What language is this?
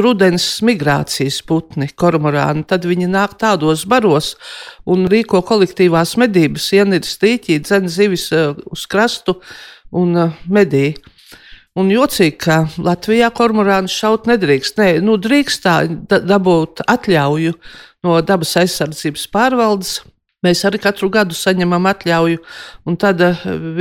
Latvian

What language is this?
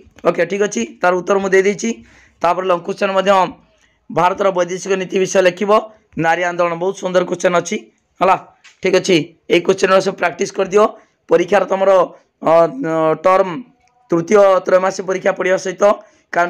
Odia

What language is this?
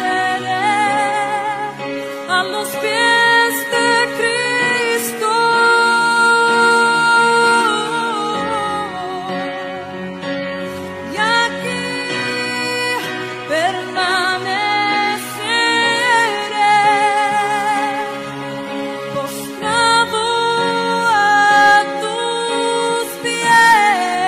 Spanish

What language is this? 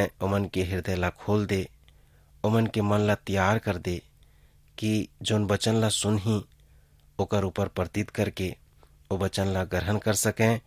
Chhattisgarhi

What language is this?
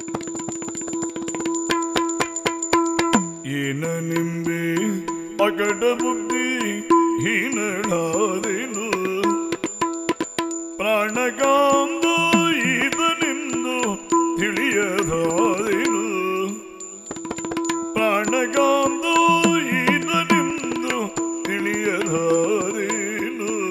Kannada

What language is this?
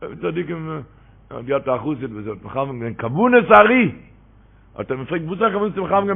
Yiddish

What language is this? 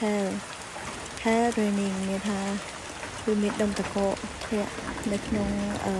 Khmer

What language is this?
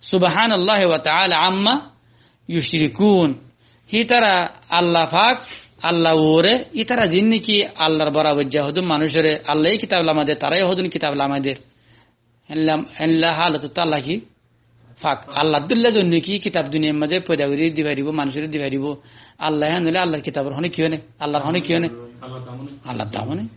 Rohingya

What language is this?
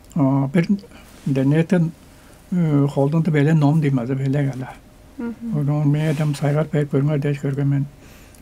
Tuvinian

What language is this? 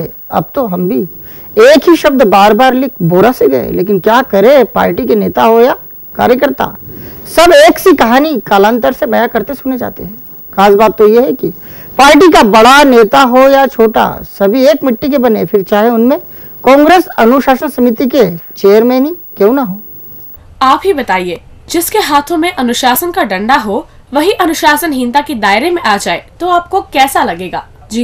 Hindi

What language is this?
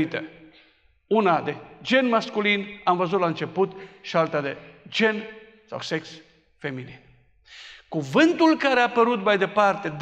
Romanian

